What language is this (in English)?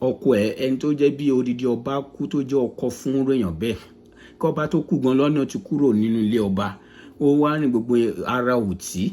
Yoruba